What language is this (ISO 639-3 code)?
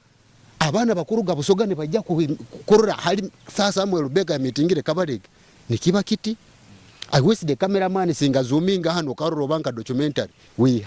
nyo